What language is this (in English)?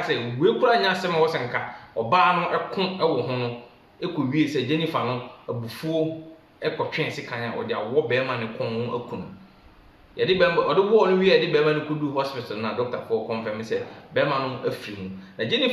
Akan